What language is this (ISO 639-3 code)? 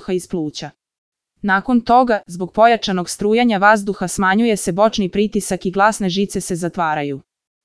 srp